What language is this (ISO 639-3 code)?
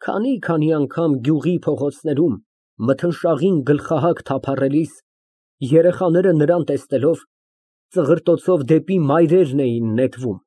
hye